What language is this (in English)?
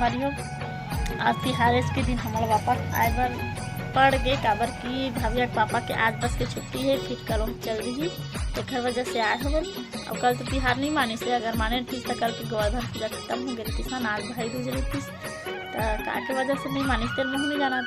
Chhattisgarhi